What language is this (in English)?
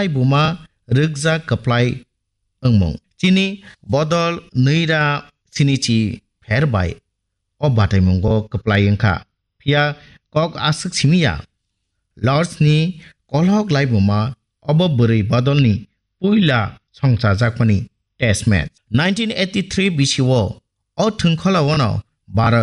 Kok Borok